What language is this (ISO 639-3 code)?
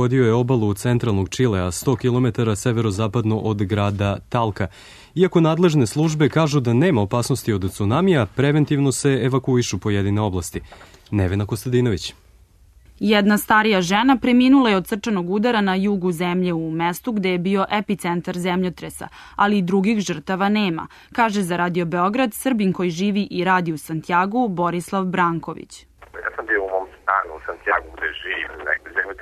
srp